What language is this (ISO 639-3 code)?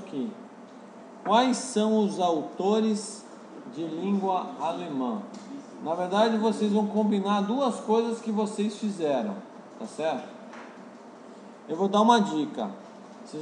por